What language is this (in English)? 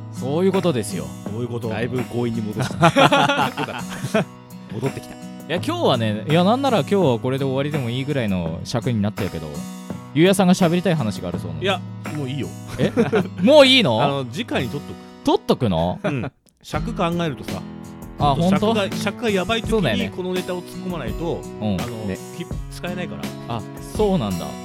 Japanese